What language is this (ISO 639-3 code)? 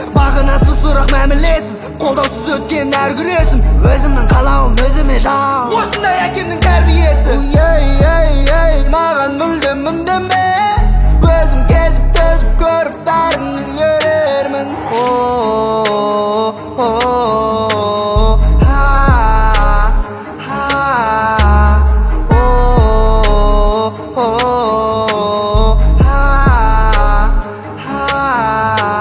kaz